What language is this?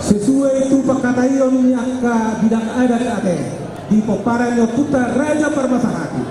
Batak Toba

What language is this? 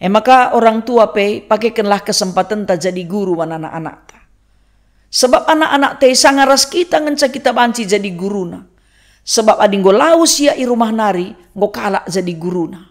Batak Karo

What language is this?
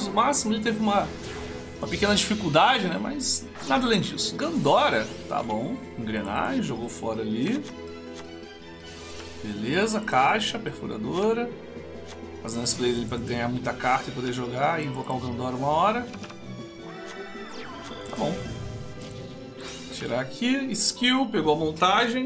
Portuguese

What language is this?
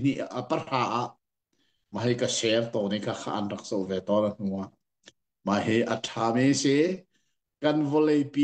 Hakha Chin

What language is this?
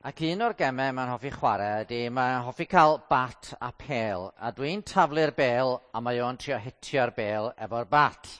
Welsh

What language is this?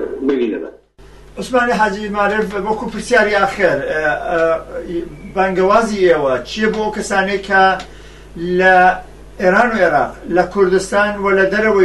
Central Kurdish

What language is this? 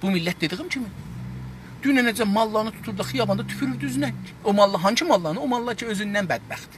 South Azerbaijani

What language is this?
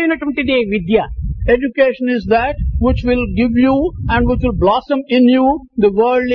Telugu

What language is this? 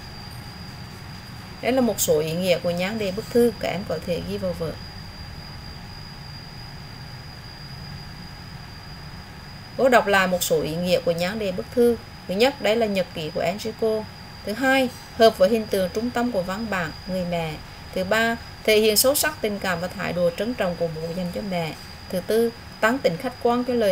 Vietnamese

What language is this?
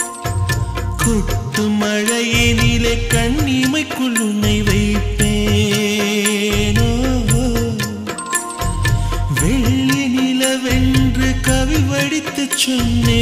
Tamil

